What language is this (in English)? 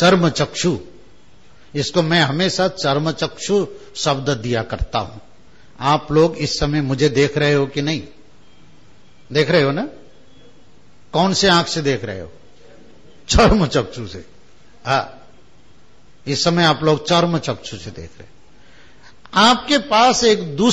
Hindi